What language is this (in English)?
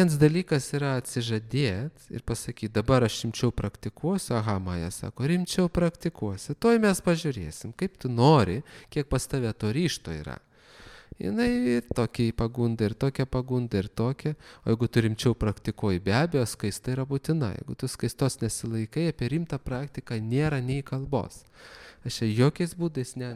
Lithuanian